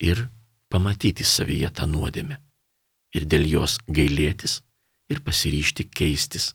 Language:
Lithuanian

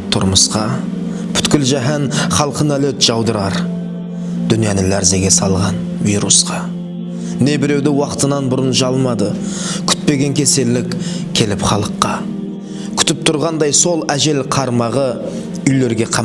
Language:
Kara-Kalpak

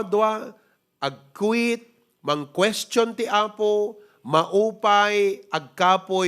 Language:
Iloko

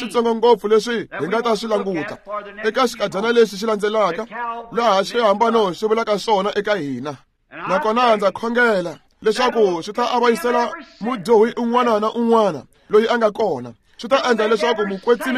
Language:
Tsonga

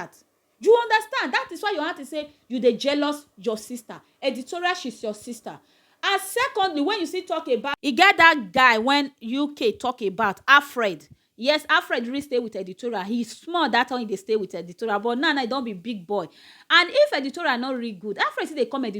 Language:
Nigerian Pidgin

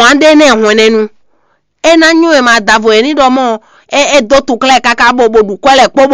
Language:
Fon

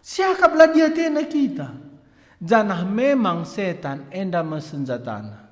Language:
Batak Karo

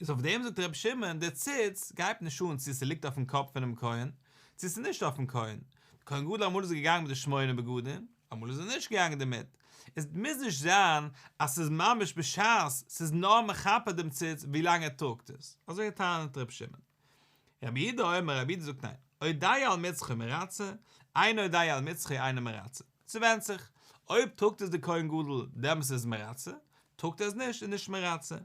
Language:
Yiddish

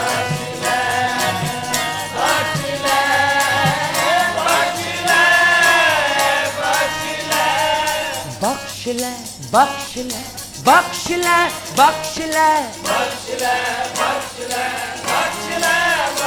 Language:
Punjabi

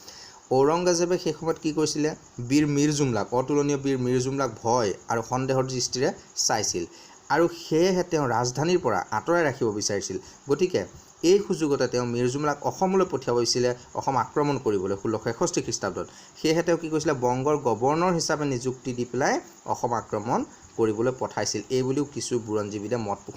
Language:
Assamese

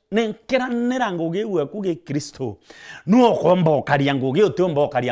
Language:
Meru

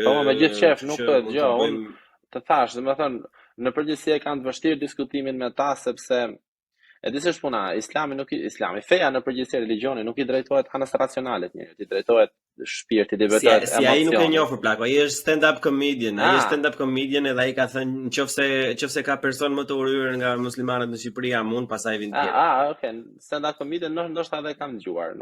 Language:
Albanian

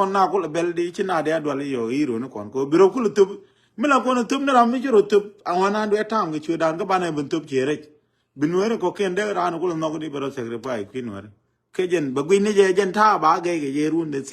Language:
Nuer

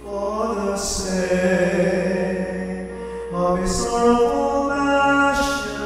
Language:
Pampanga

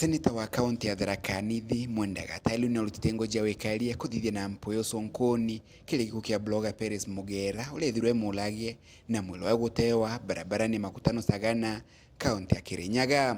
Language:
Meru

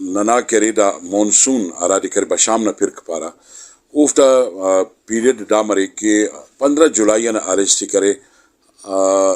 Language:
Brahui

